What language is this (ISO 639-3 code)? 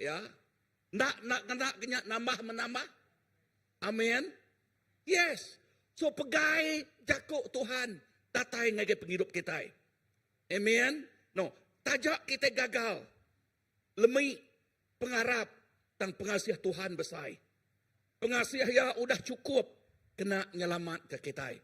iba